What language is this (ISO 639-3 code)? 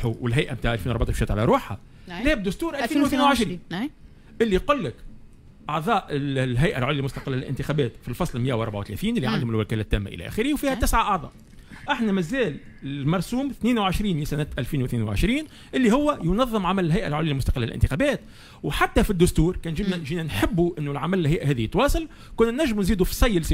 aeb